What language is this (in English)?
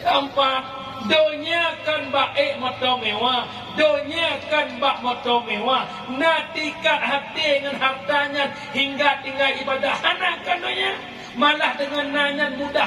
Achinese